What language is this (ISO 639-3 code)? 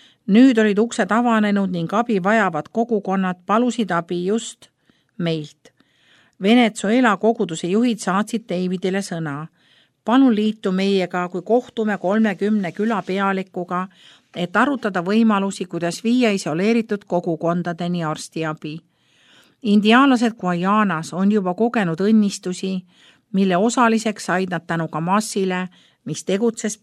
est